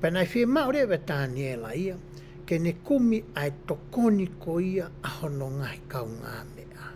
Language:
Tongan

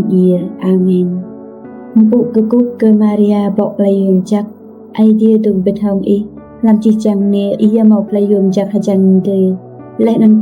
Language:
Rade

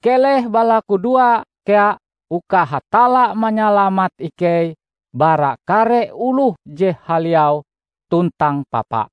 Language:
Ngaju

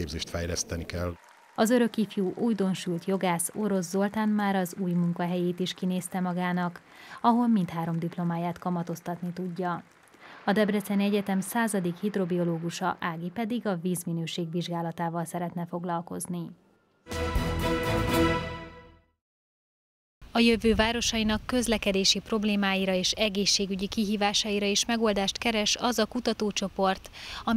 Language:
Hungarian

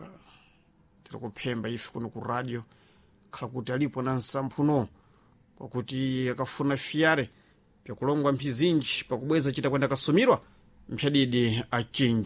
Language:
Sena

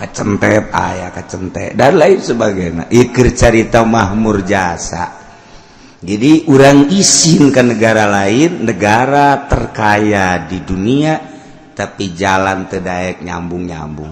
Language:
Sundanese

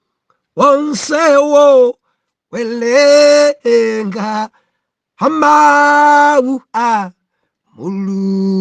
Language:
Nyanja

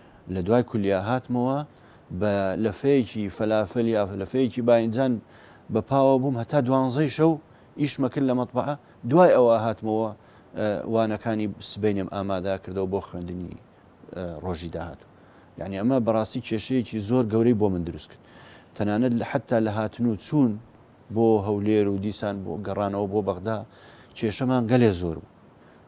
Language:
Central Kurdish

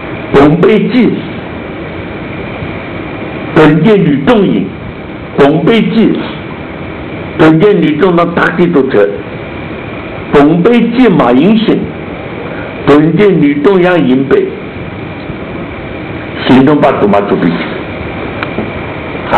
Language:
Chinese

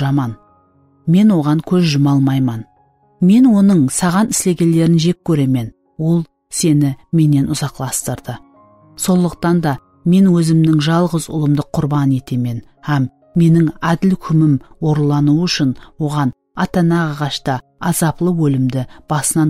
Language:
Kara-Kalpak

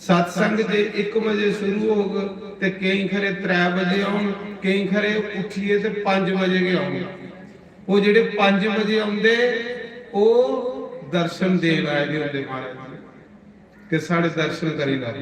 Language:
Dogri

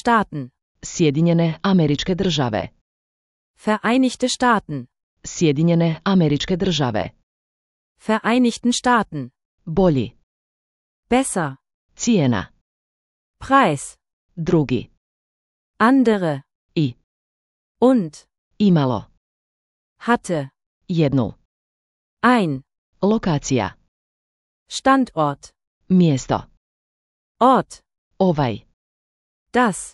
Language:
Slovenian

